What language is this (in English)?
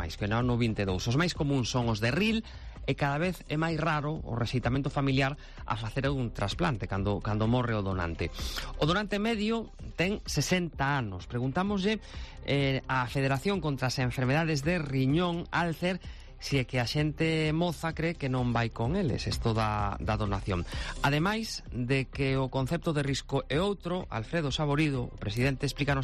Galician